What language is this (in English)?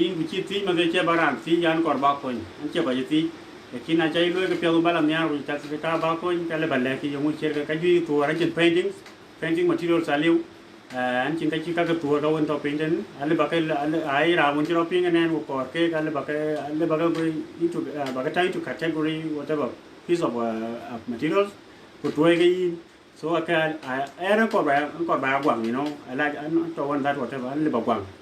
Dinka